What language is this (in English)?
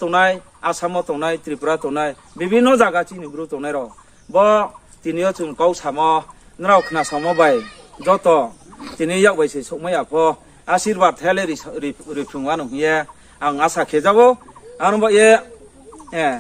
Riang (India)